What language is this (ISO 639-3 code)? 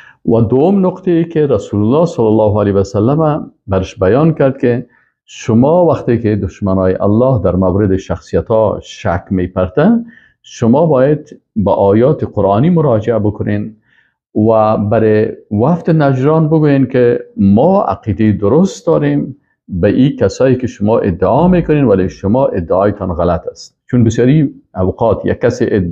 fas